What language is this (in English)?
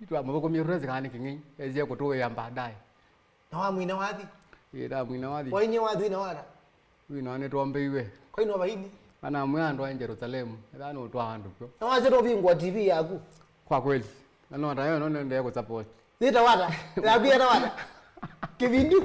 Kamba